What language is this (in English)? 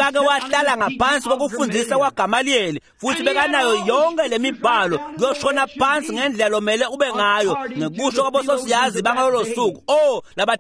Swati